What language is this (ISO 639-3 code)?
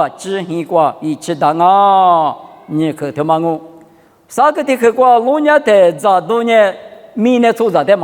lis